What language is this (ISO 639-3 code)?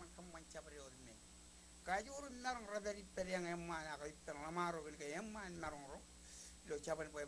mah